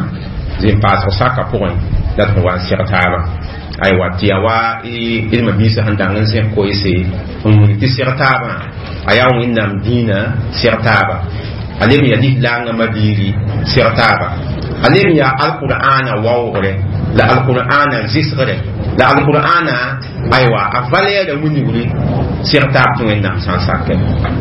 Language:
Mossi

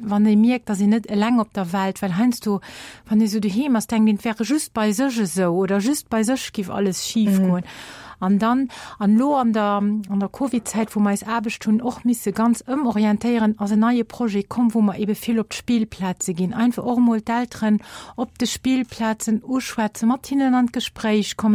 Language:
Luxembourgish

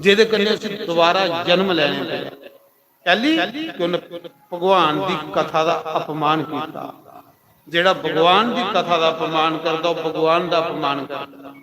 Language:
Dogri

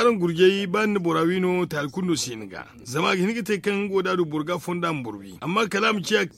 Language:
Zarma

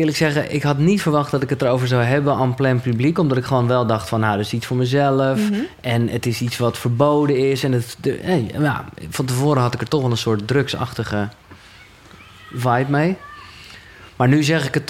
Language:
Dutch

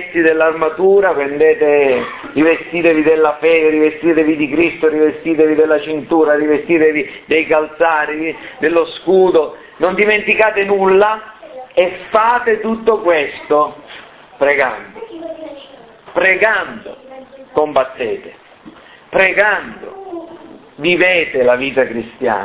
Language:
Italian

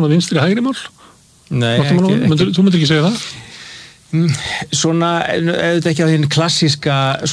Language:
Icelandic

